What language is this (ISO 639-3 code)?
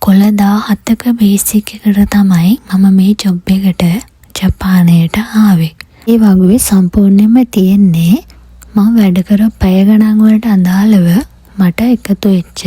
sin